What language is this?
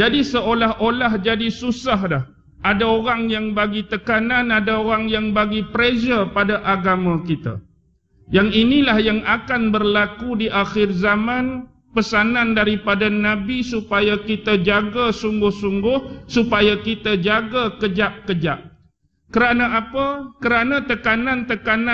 Malay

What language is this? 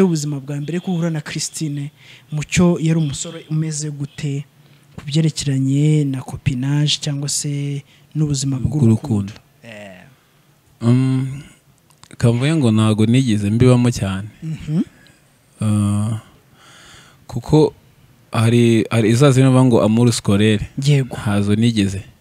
Kinyarwanda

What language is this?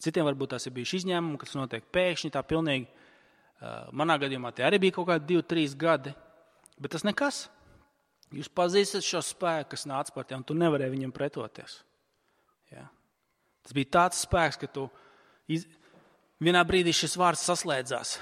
Latvian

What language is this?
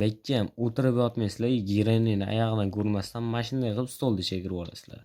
Uzbek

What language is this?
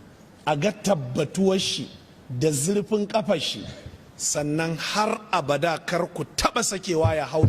Hausa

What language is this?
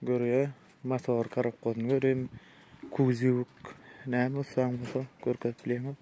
Turkmen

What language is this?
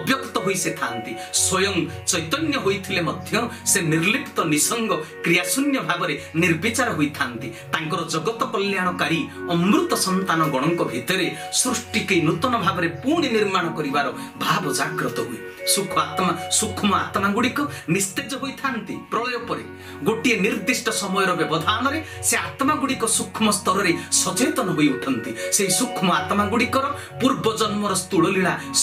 Odia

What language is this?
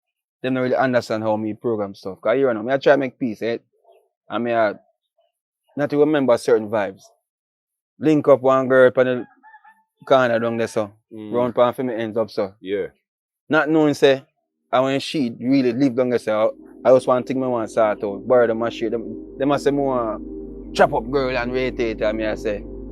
Jamaican Creole English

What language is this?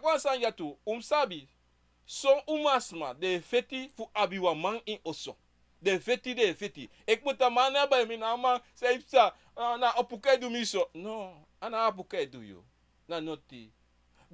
Sranan Tongo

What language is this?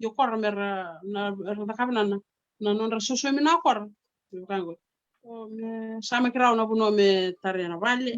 Fijian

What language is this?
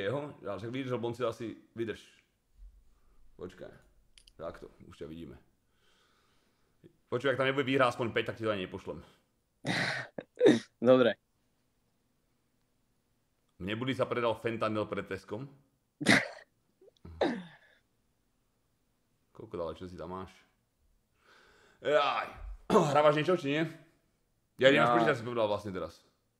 Slovak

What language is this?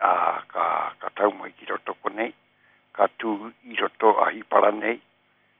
Māori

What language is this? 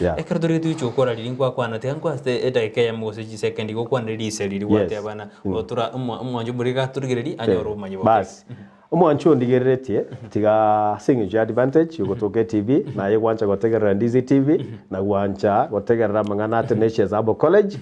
Gusii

